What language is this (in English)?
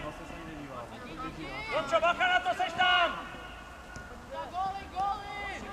Czech